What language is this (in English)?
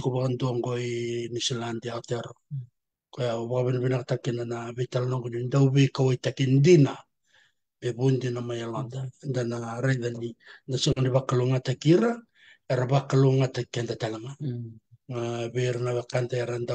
Fijian